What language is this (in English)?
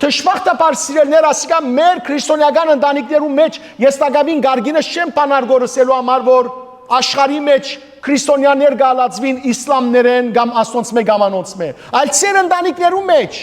Western Armenian